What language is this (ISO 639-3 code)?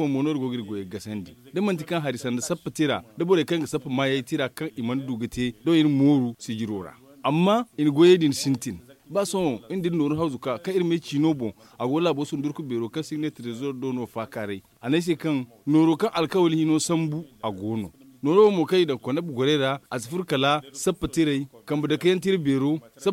dje